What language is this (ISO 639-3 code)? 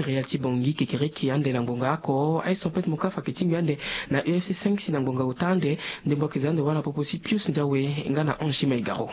sag